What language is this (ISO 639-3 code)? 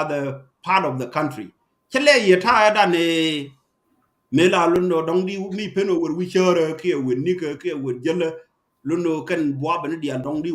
nus